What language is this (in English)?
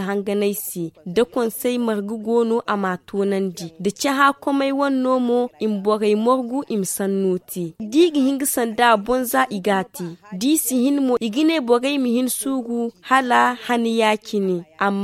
Zarma